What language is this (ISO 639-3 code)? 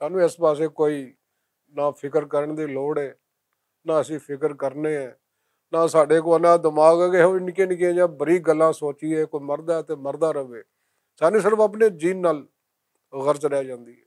lah